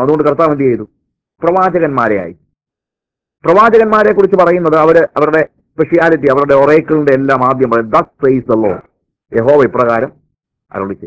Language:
Malayalam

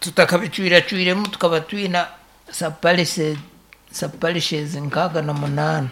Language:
Nyankole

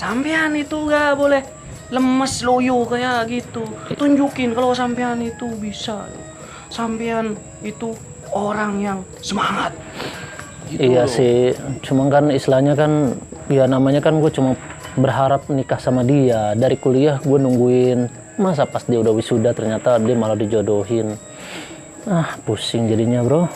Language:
Betawi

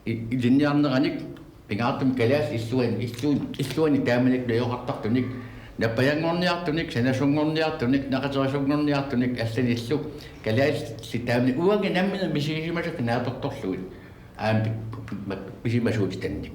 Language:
Kalaallisut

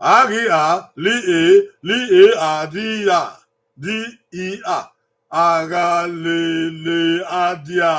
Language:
Bini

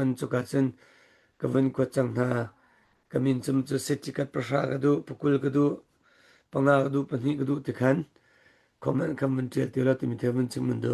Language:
Hakha Chin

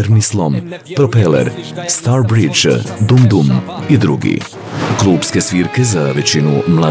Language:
Bosnian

